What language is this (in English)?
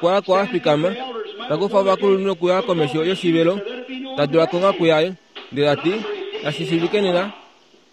Kuanyama